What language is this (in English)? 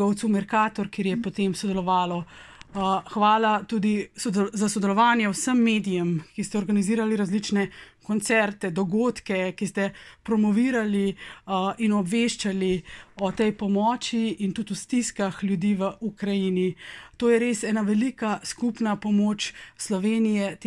Slovenian